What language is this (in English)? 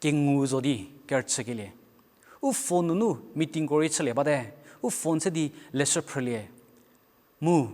Angami Naga